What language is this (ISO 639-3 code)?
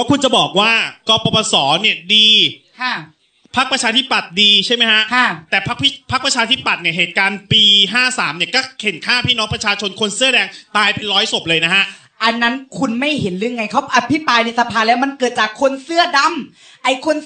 tha